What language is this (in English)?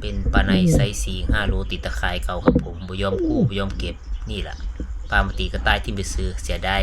Northeastern Thai